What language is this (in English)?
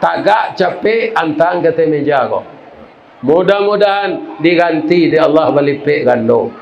Minangkabau